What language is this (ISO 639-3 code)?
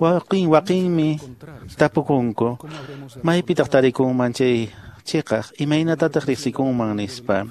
que